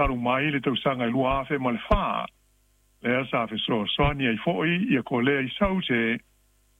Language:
Samoan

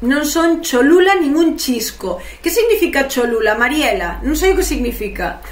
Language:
Galician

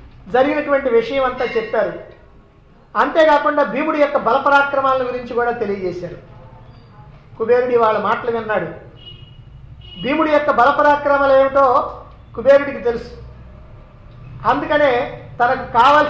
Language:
Telugu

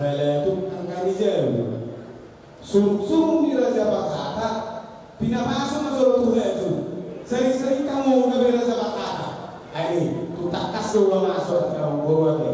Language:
Batak Toba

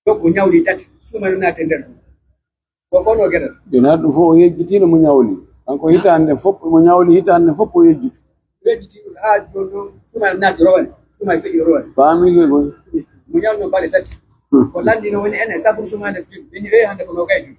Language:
Pular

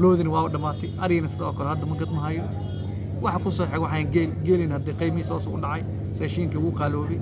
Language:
Somali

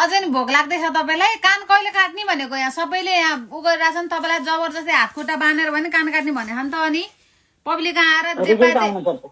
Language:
Nepali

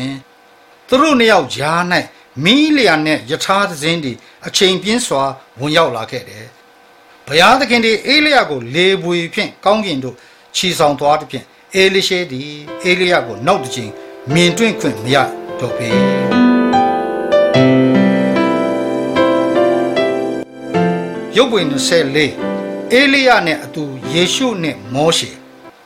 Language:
Burmese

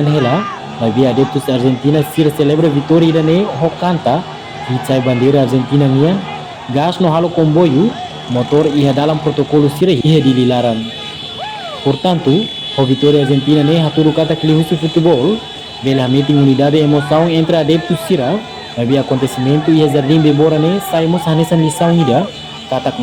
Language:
Tetum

